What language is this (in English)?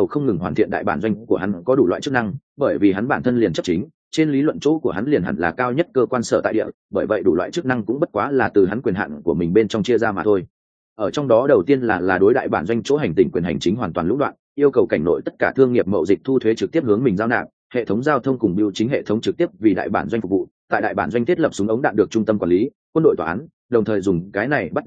Vietnamese